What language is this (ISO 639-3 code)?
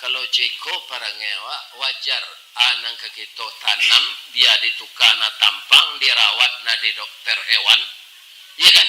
min